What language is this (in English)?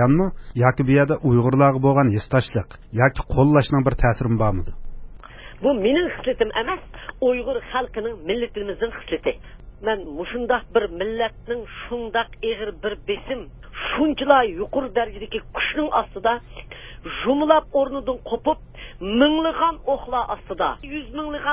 Uyghur